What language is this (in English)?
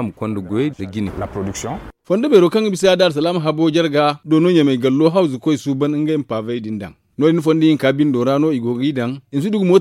Zarma